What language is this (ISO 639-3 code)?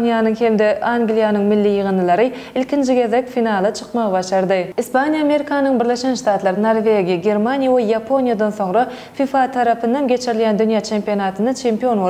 tuk